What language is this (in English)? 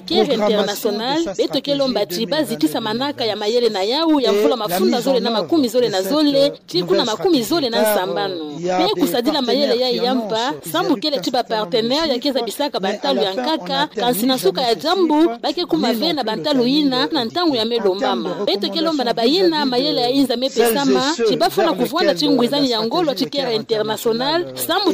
Kituba (Democratic Republic of Congo)